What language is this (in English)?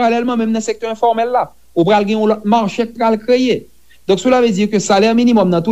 Haitian Creole